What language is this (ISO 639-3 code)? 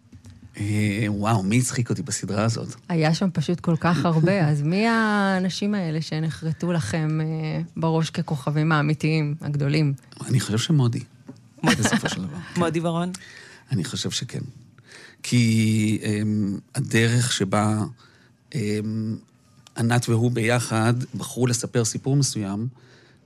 heb